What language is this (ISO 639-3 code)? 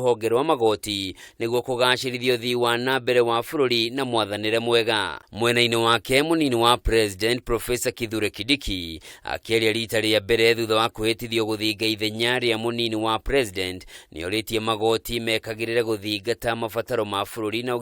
kik